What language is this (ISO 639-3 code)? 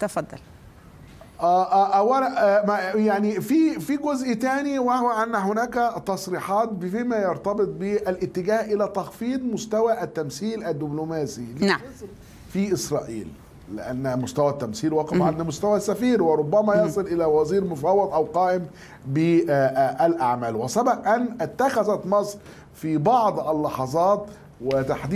ara